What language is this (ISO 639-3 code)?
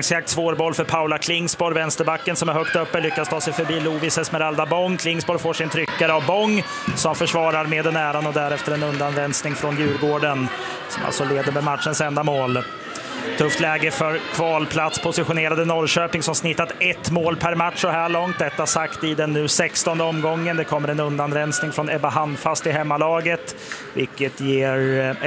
swe